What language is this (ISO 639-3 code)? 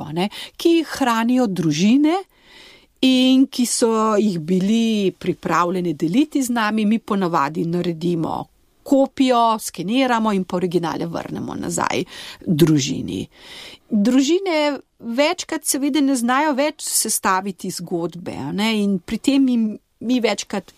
slv